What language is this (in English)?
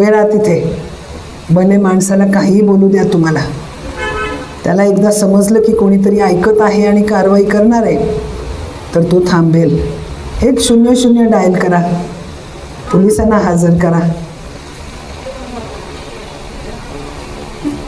Marathi